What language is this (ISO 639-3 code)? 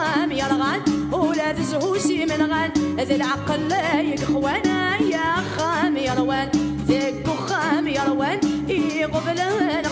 kab